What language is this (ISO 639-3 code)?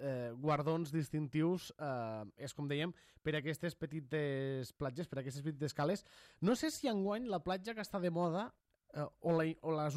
cat